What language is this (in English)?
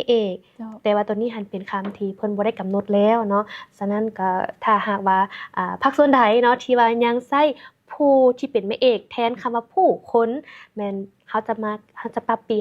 Lao